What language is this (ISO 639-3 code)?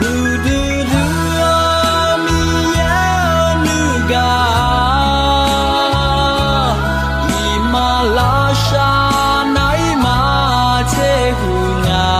ahk